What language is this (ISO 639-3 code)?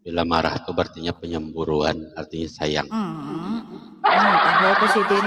bjn